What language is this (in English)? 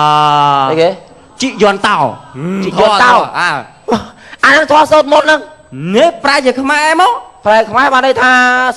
Khmer